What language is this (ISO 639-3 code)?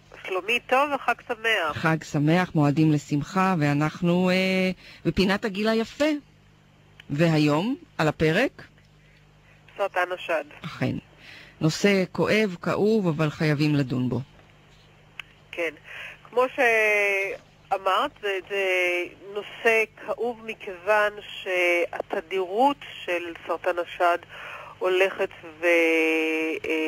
heb